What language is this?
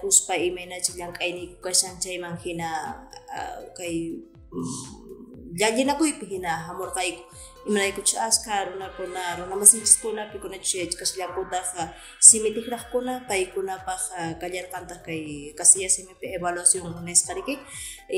Quechua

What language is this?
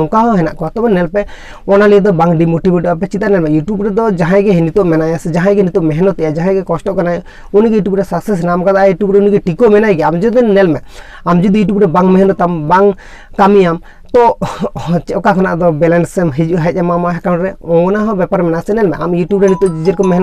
Santali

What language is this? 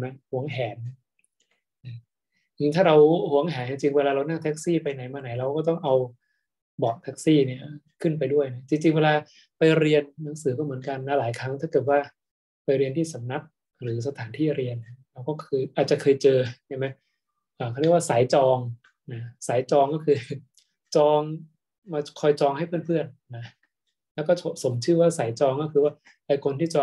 Thai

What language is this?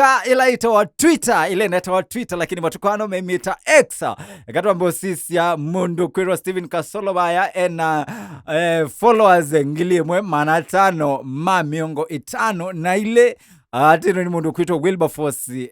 Kamba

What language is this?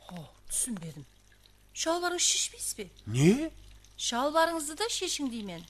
Kara-Kalpak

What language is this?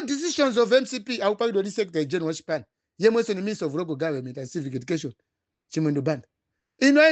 Nyanja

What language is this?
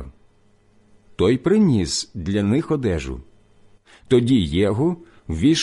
Ukrainian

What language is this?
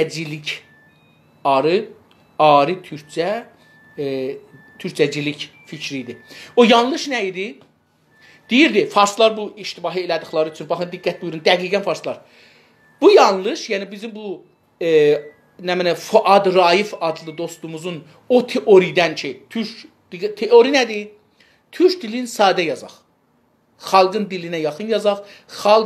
South Azerbaijani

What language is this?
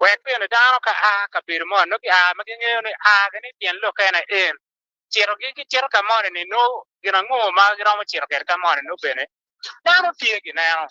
Acoli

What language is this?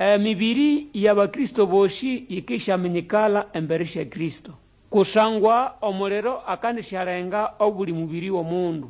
Nande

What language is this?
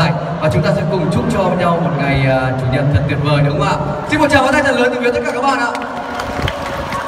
Vietnamese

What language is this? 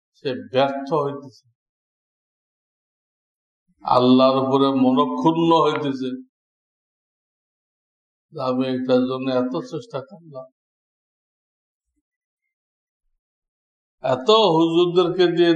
Bangla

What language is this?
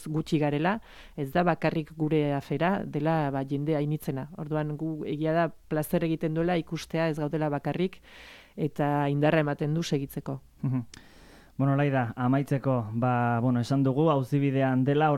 Basque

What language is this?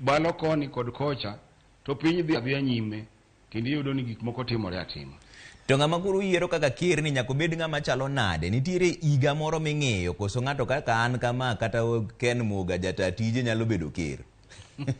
Luo (Kenya and Tanzania)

